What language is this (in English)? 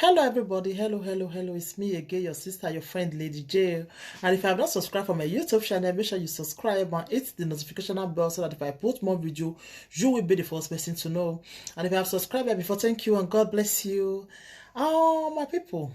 Nigerian Pidgin